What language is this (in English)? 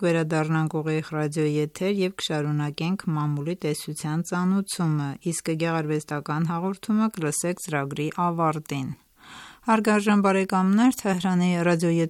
Armenian